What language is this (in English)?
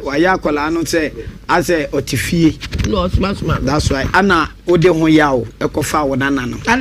Akan